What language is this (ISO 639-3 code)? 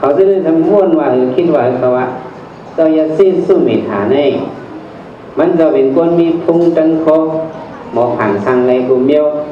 shn